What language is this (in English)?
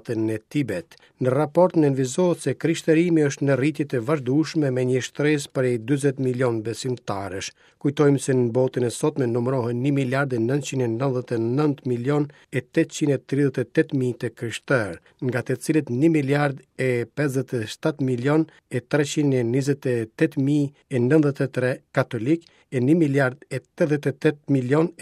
Albanian